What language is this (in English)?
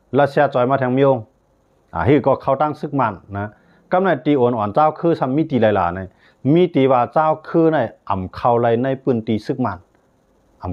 Shan